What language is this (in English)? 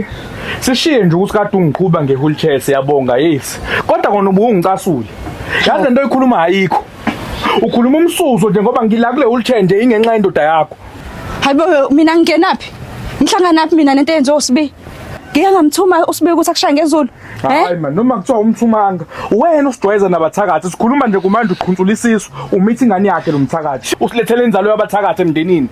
Zulu